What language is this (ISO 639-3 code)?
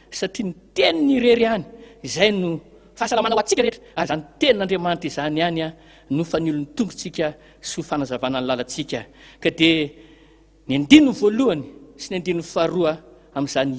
mlg